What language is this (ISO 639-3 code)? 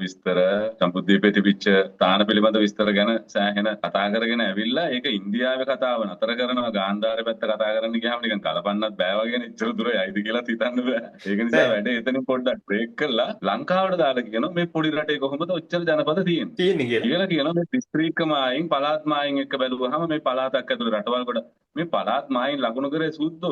sin